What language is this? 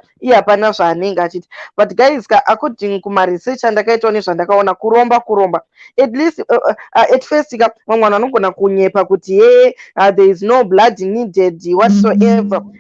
Shona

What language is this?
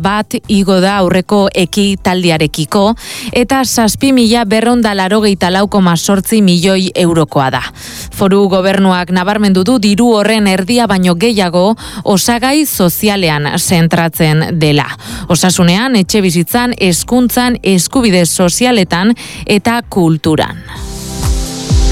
Basque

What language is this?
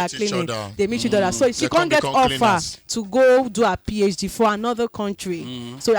Nigerian Pidgin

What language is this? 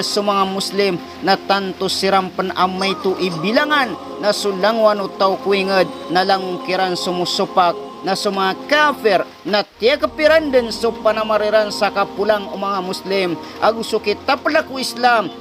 Maranao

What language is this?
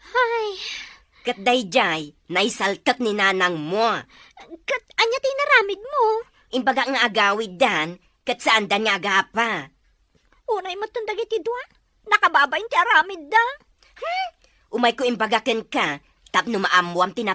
Iloko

